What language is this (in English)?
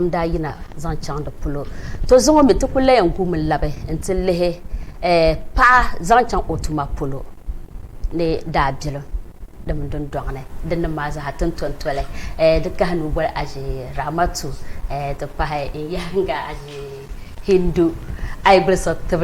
Dagbani